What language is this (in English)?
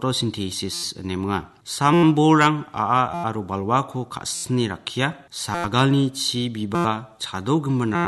Garo